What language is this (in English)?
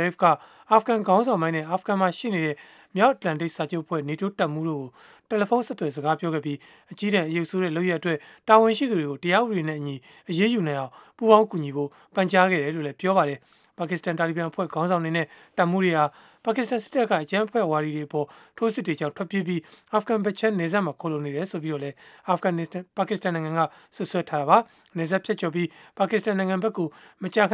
Burmese